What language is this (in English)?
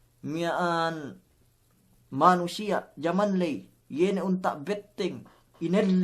Yakan